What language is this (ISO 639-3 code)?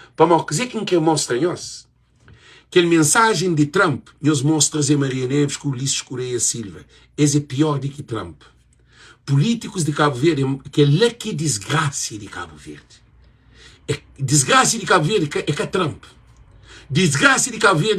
kea